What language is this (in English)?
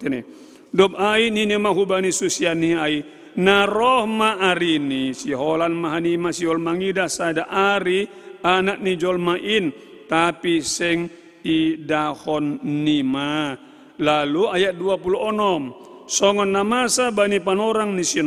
Batak Simalungun